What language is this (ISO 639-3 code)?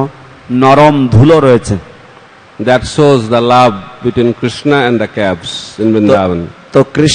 ben